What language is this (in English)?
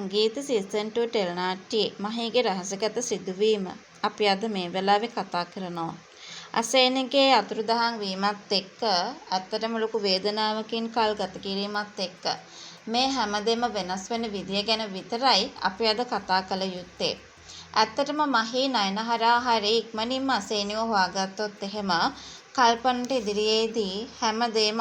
Sinhala